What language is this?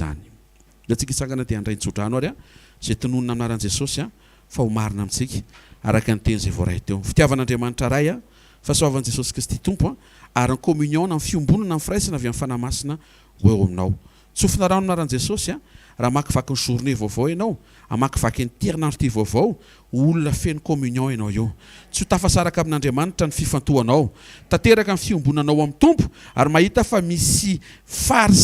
Malagasy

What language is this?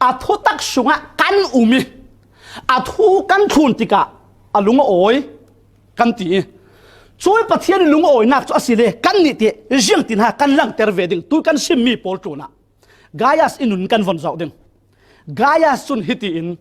Falam Chin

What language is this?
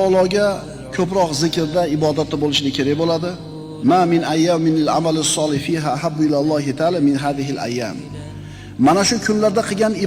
Uzbek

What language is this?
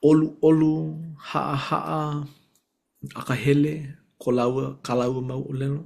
Hawaiian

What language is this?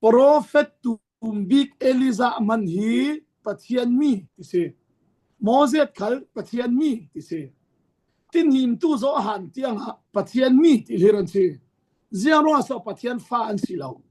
Falam Chin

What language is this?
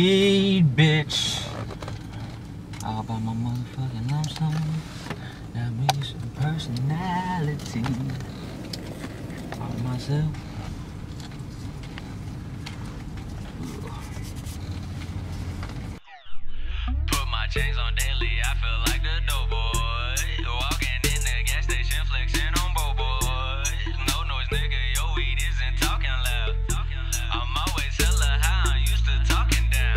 English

